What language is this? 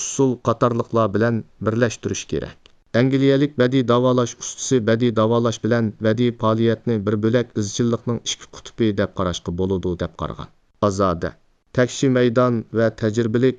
Uyghur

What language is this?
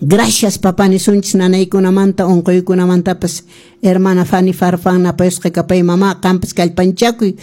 Quechua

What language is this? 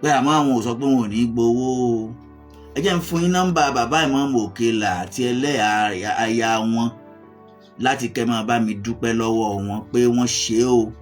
Yoruba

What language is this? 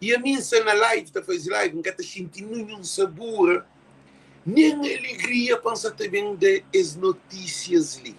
Kabuverdianu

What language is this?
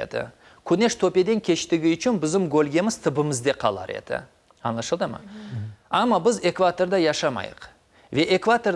Crimean Tatar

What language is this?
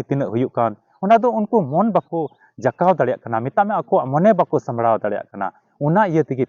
Santali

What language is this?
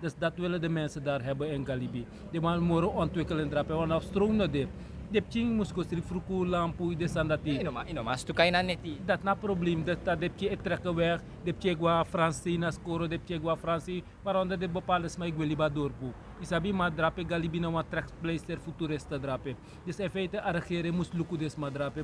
Sranan Tongo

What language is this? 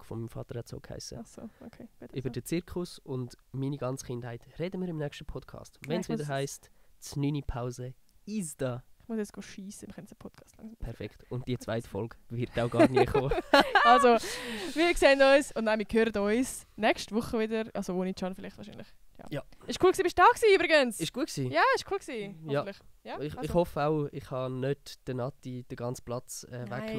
Swiss German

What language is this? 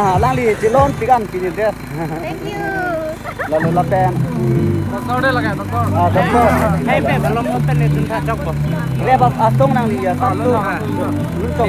Karbi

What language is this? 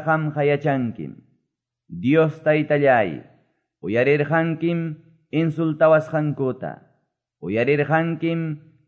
Quechua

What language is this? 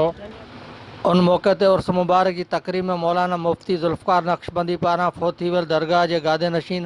Sindhi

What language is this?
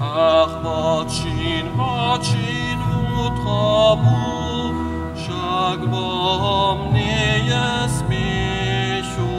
Upper Sorbian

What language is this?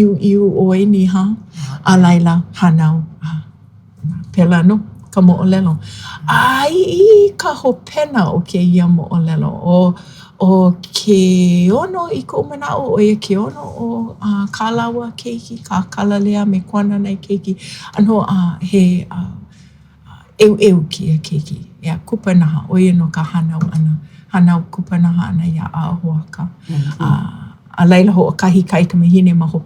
Hawaiian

